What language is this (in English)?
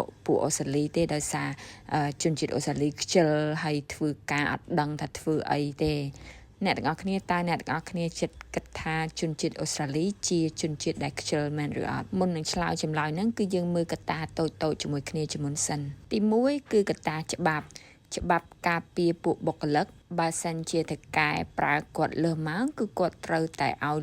Khmer